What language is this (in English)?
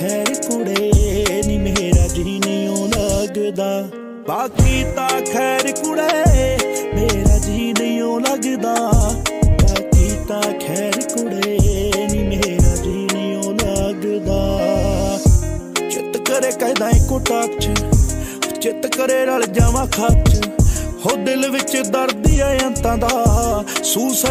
Punjabi